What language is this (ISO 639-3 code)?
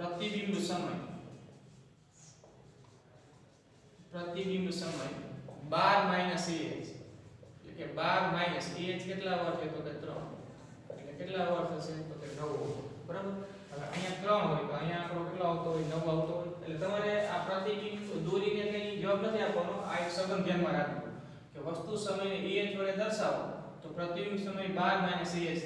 guj